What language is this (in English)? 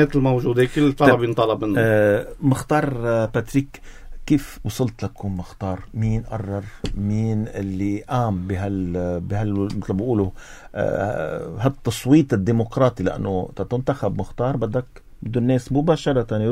North Levantine Arabic